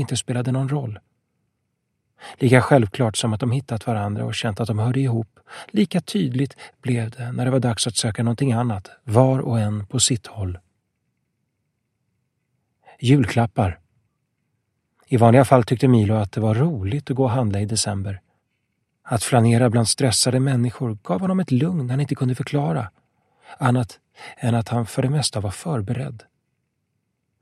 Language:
Swedish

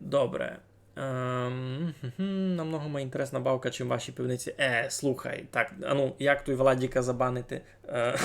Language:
Rusyn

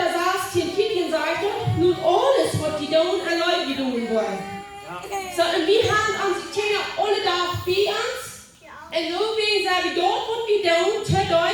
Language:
Plautdietsch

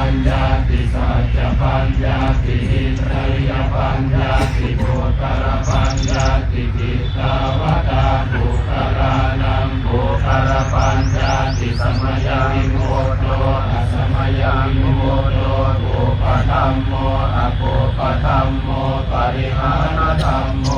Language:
Pali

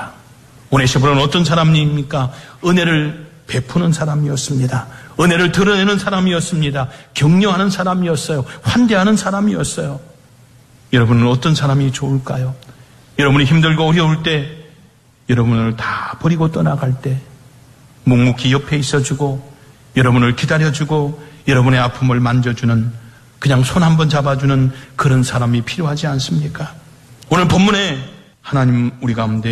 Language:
Korean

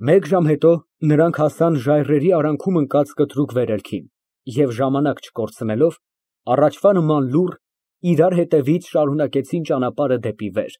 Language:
Armenian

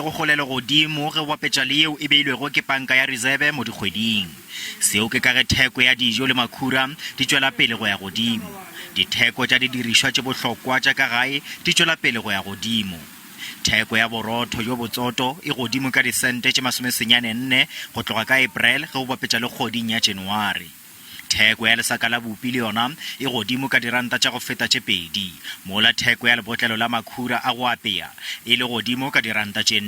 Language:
Northern Sotho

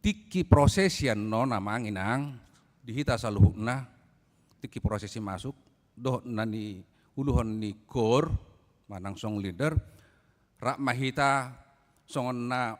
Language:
Batak Toba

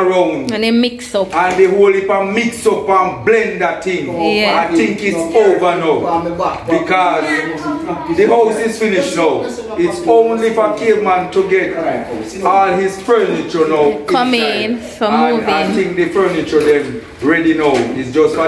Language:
Jamaican Creole English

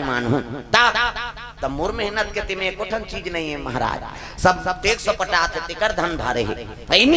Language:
Chhattisgarhi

